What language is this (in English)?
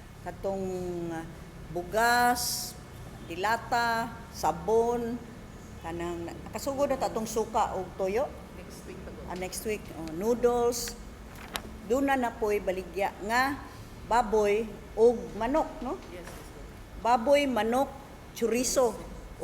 Cebuano